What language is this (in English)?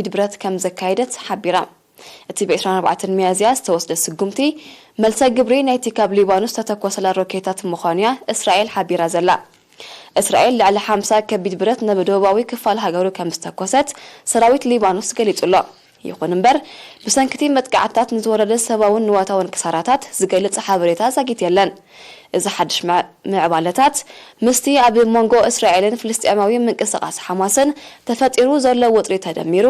Tigrinya